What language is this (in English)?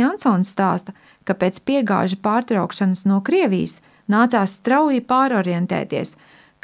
Latvian